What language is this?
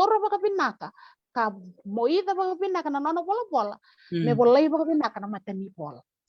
Fijian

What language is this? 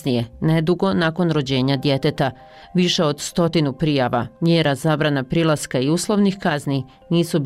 Bosnian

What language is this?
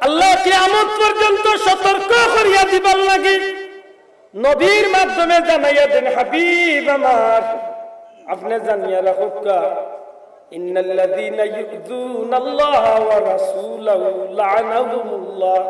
Sylheti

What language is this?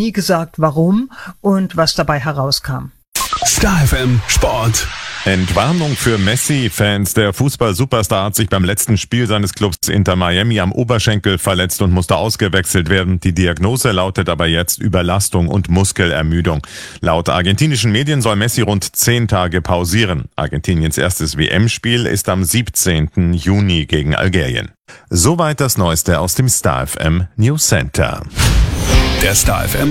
German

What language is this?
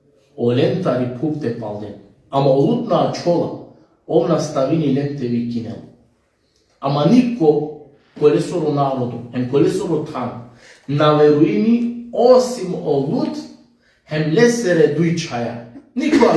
Balkan Romani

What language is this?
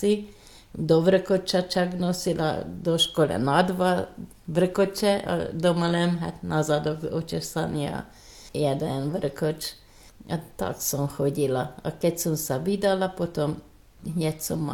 Slovak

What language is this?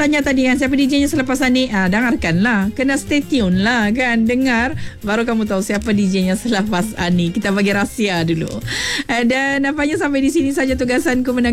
Malay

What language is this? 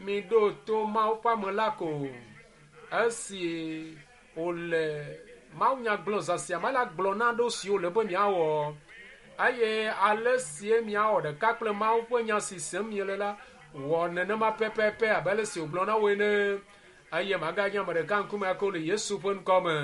Ewe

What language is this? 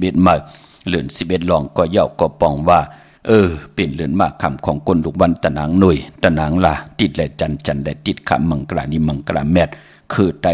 Shan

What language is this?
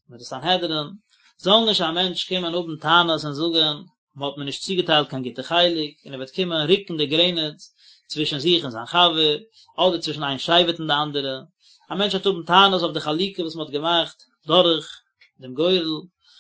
Yiddish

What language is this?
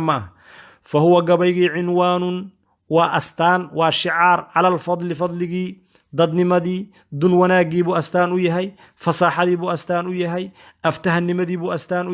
Somali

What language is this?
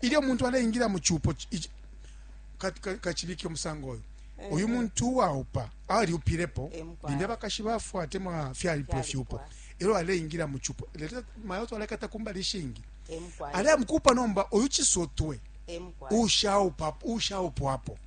Bemba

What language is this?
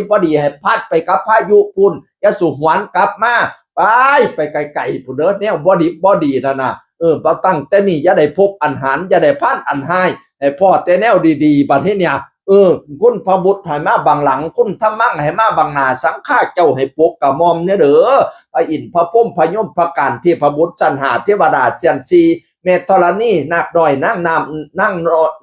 Northeastern Thai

